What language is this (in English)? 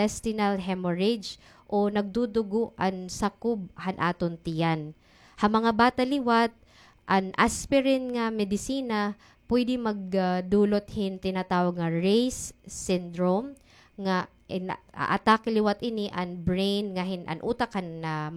Waray